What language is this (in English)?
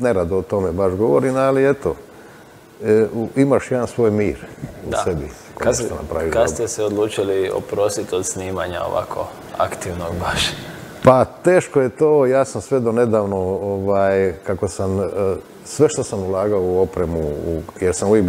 Croatian